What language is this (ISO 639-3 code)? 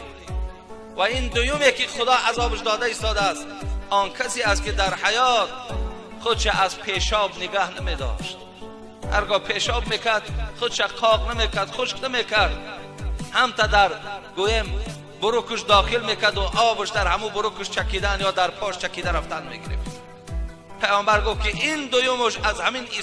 tgk